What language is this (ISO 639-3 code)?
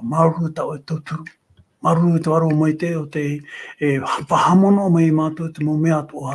tah